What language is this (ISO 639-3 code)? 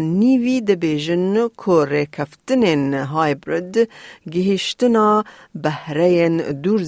kur